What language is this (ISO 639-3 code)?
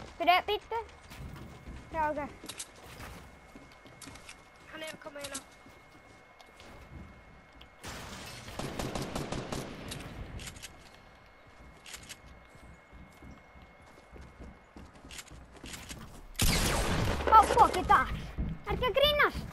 isl